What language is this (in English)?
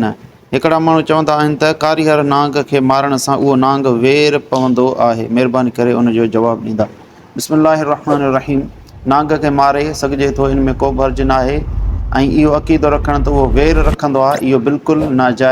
Sindhi